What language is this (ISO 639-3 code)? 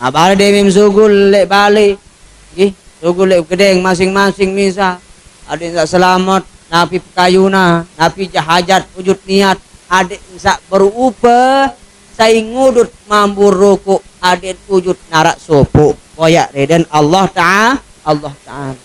sas